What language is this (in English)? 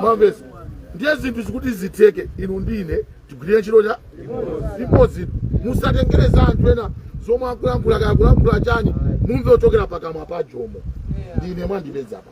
Nyanja